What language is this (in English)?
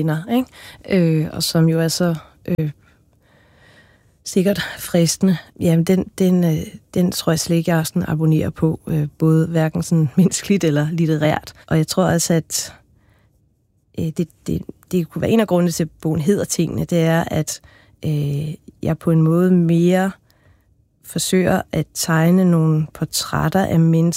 Danish